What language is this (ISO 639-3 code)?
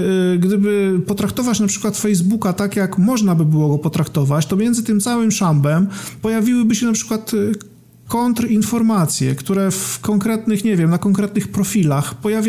pol